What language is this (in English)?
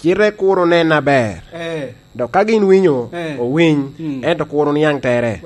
Lango (Uganda)